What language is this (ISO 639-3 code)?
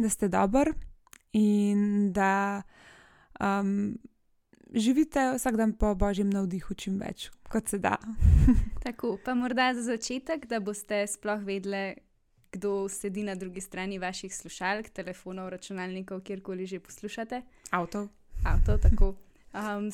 slv